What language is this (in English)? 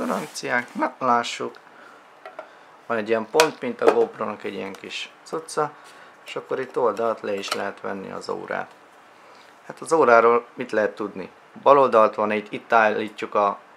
Hungarian